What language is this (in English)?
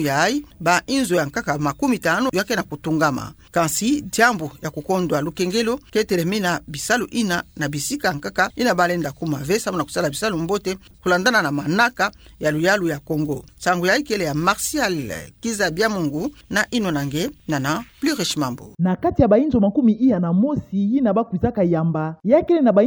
Kituba (Democratic Republic of Congo)